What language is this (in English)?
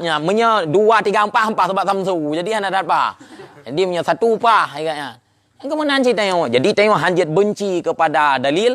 Achinese